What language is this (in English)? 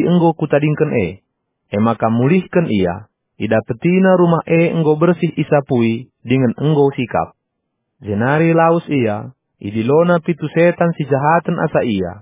Batak Karo